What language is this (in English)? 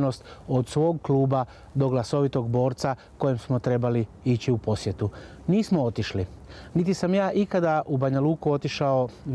Croatian